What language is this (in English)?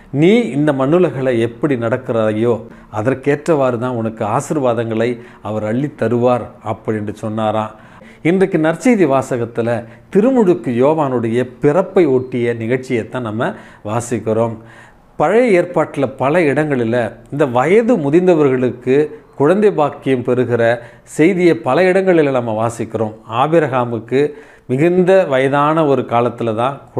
Tamil